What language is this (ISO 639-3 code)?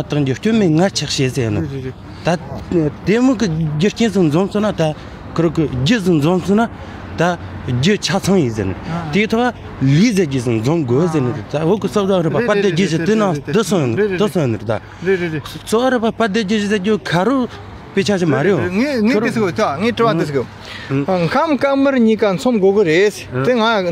bod